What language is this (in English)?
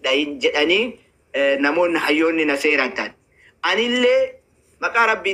Oromo